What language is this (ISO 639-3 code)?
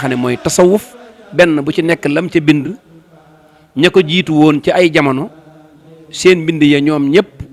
wol